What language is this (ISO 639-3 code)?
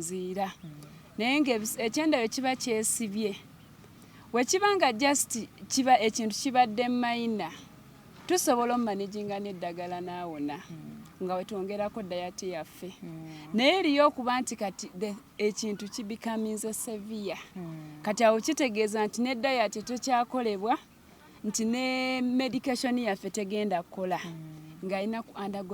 lug